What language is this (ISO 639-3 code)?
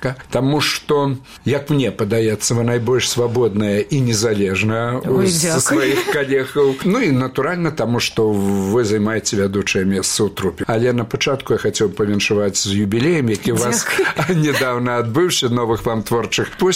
bel